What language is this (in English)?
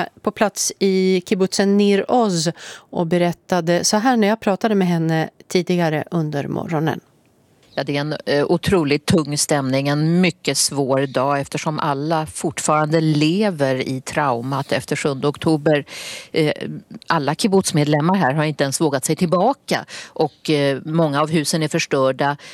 Swedish